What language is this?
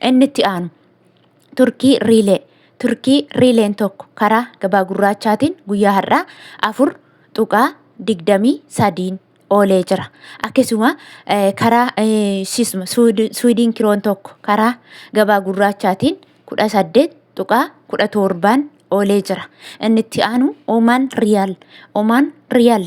Oromo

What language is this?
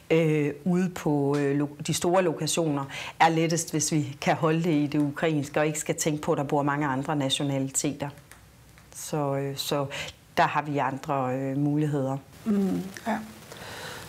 Danish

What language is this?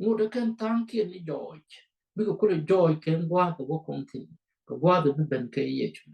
Nuer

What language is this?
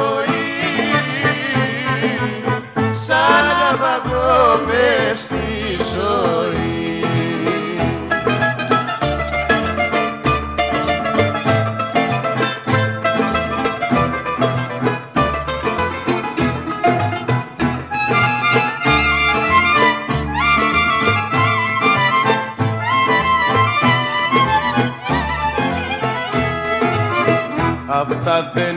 Greek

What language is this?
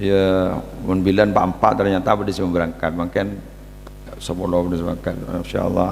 Madurese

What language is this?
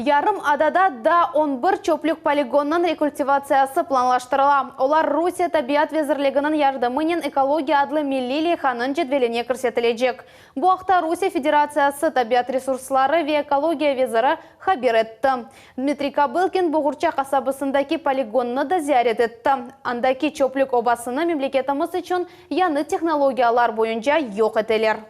Crimean Tatar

